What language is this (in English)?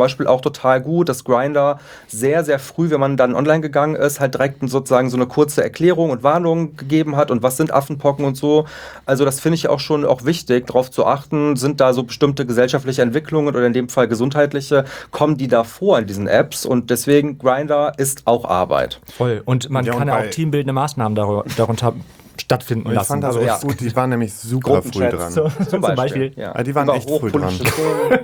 German